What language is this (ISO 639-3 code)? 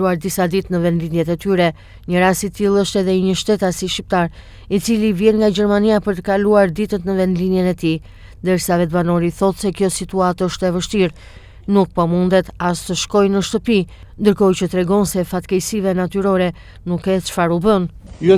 sqi